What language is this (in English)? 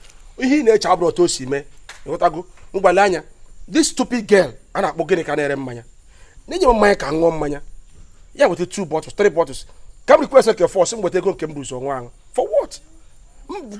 Igbo